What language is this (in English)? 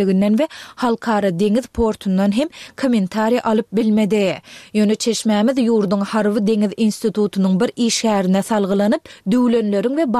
Turkmen